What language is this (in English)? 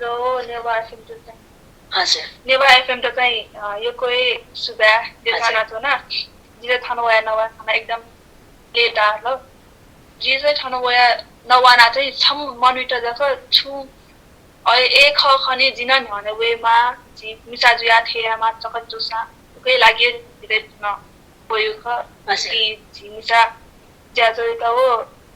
Newari